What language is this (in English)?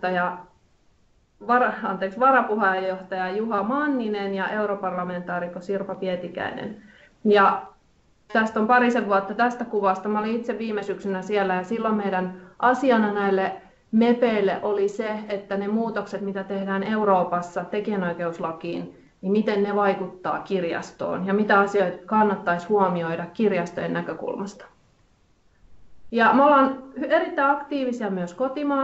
Finnish